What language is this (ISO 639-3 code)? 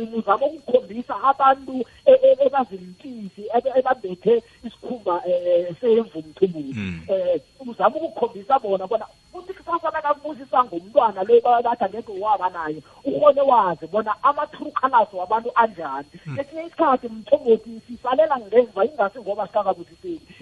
nbl